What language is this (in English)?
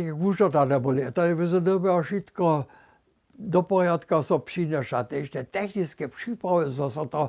Upper Sorbian